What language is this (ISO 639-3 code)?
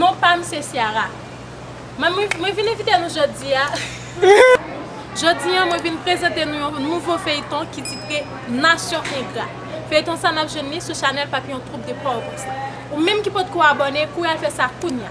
hat